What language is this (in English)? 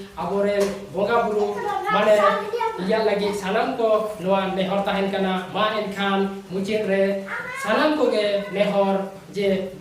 Santali